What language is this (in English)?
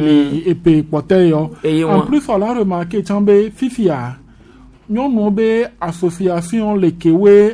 Gen